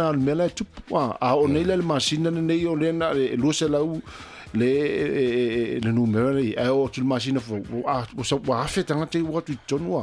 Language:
Samoan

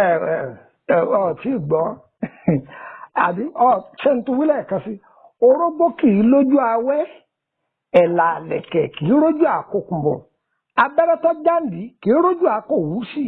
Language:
Yoruba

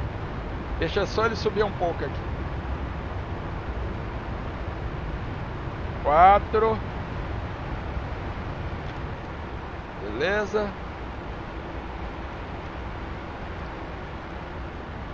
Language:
Portuguese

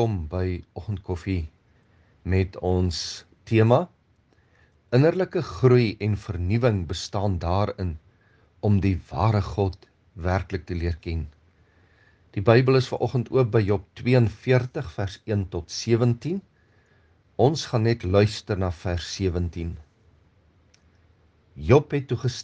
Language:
Afrikaans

